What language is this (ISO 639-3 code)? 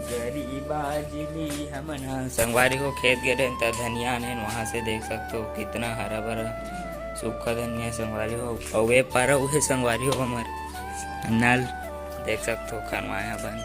hne